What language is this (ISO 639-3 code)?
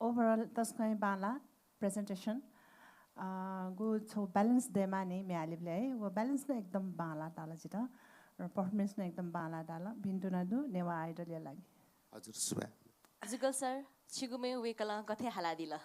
new